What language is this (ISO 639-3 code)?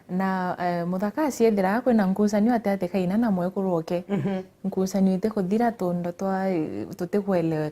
mer